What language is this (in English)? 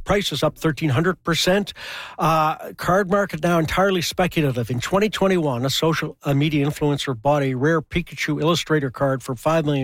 English